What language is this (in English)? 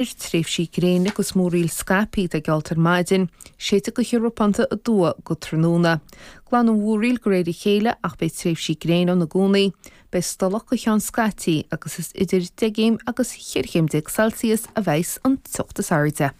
Irish